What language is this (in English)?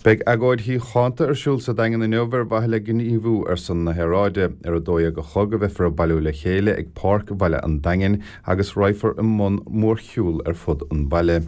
Irish